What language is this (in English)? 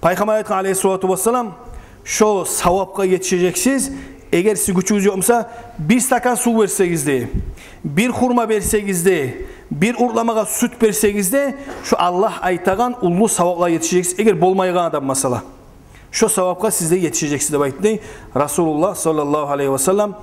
Kumyk